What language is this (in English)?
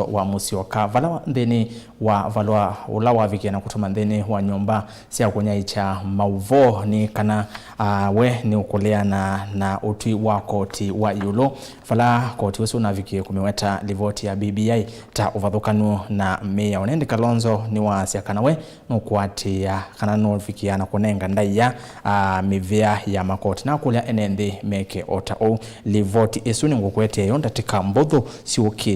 Kamba